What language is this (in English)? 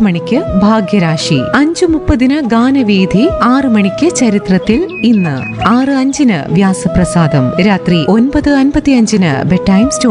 Malayalam